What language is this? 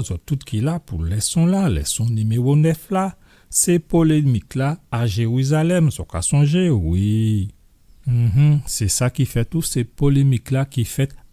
Guadeloupean Creole French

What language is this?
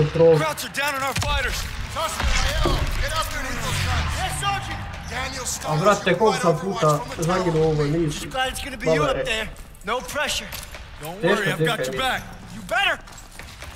Croatian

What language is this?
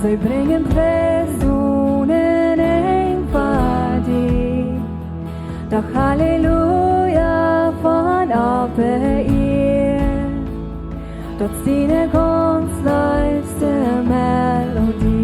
Plautdietsch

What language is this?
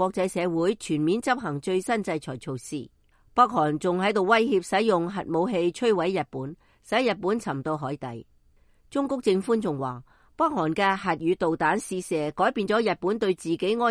Cantonese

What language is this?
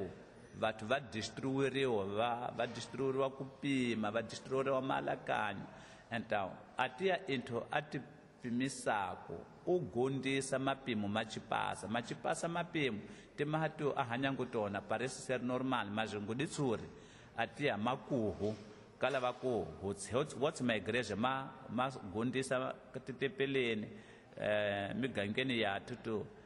Tsonga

